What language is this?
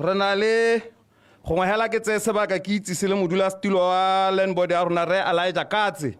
Tswana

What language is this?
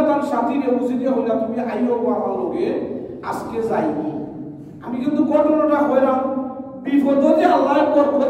Sylheti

